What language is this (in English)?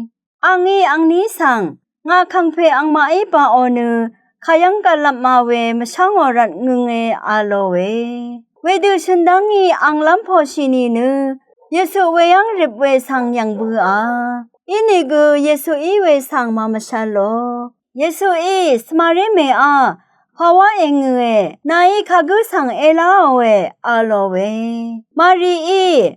Rawang